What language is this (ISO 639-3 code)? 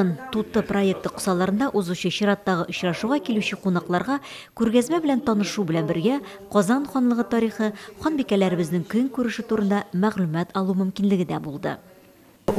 tat